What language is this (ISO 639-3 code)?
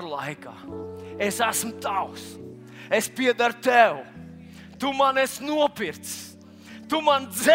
lav